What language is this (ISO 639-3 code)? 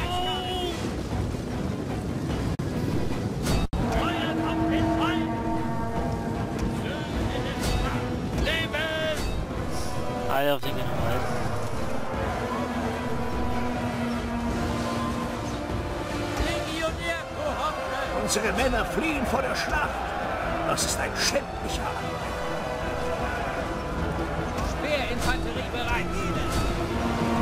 deu